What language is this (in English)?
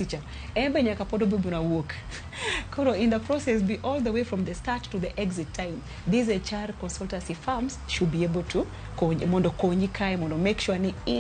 Luo (Kenya and Tanzania)